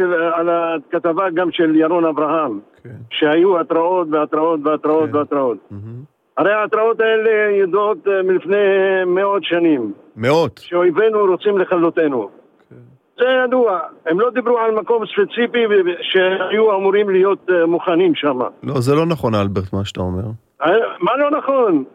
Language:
Hebrew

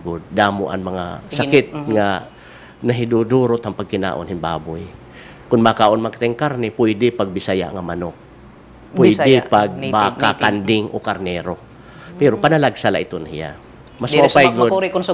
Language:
Waray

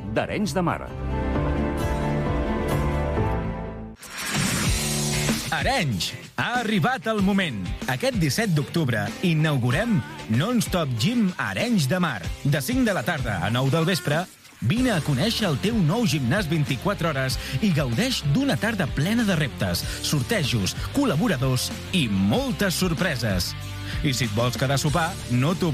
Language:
Catalan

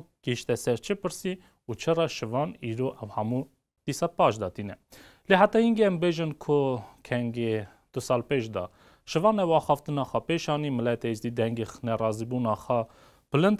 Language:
Kurdish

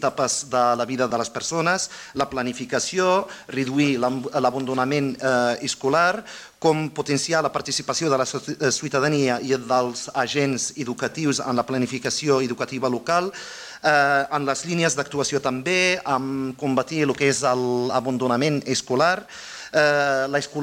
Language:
Catalan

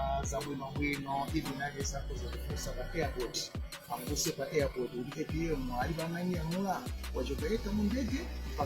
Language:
Nyanja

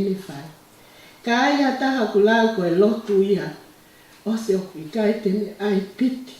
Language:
Tongan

